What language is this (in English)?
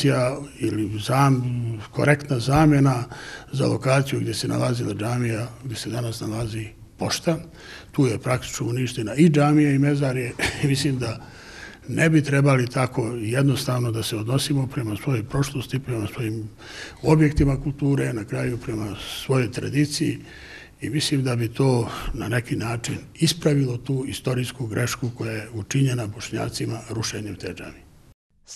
Bosnian